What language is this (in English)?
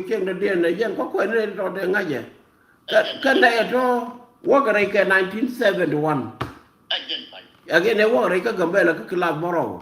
Nuer